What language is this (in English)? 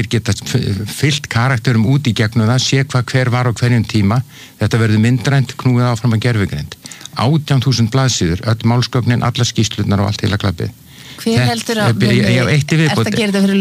Icelandic